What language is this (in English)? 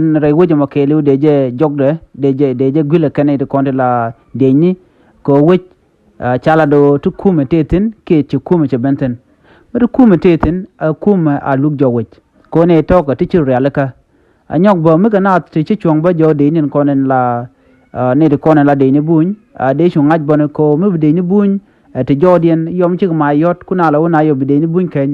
Nuer